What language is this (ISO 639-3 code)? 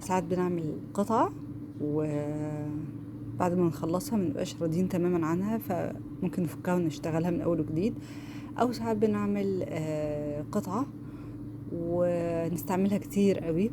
arz